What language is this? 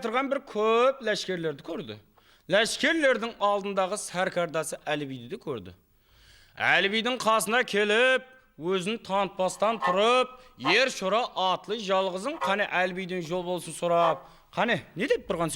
Kara-Kalpak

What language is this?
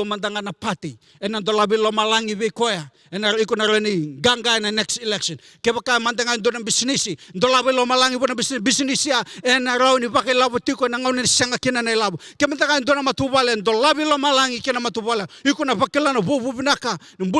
Fijian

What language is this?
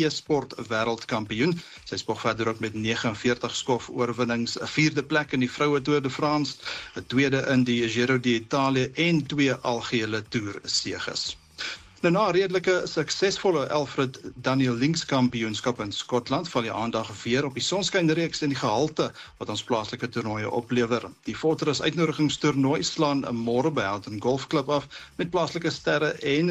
Afrikaans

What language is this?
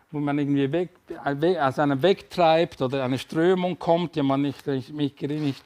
Swiss German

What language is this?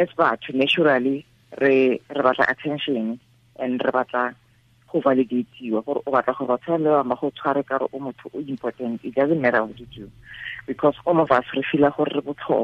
Tswana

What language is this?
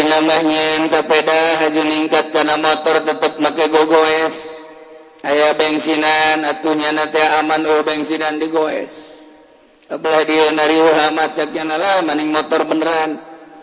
Sundanese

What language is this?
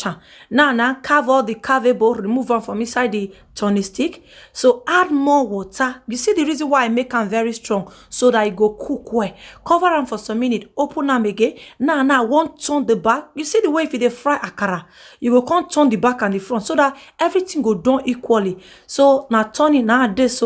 Nigerian Pidgin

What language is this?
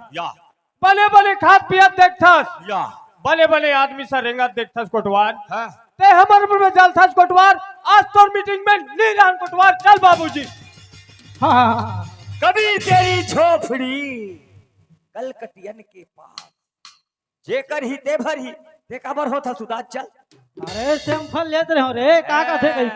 Chhattisgarhi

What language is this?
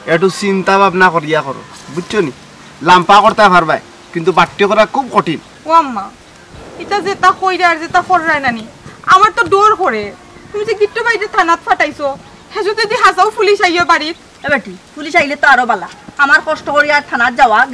Sylheti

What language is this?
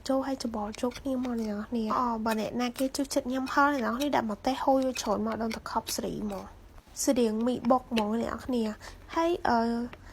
Khmer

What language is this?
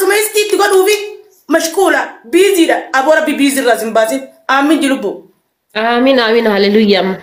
Oromo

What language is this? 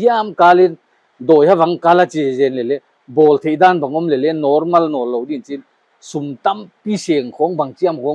Paite Chin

